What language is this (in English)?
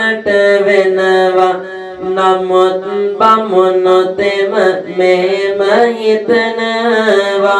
Sinhala